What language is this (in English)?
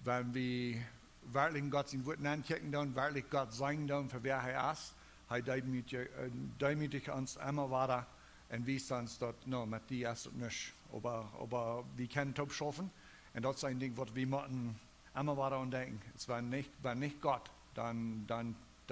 Plautdietsch